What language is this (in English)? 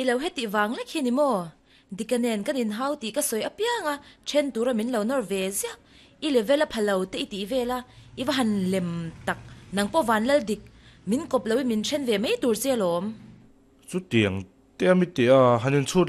Mizo